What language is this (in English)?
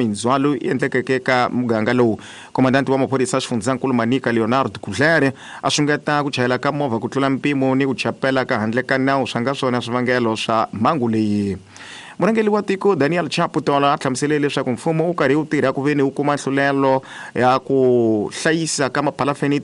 Tsonga